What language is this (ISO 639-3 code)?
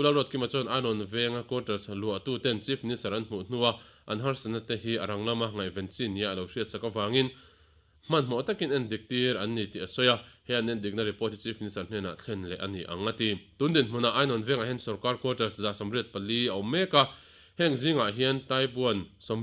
lus